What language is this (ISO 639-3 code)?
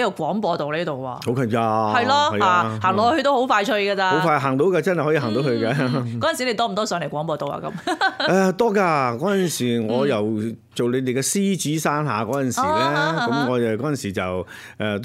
yue